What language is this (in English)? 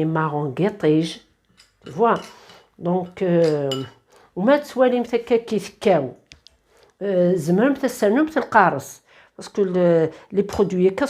Kabyle